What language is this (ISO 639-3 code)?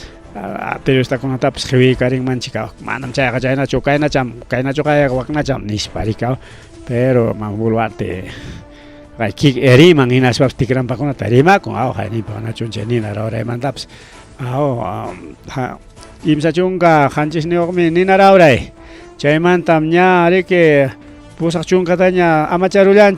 quy